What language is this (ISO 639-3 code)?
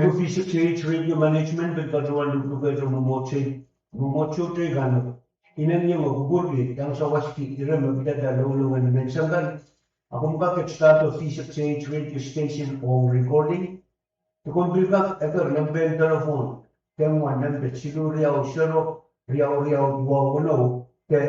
pon